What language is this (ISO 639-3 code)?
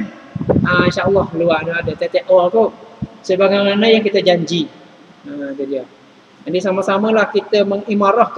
msa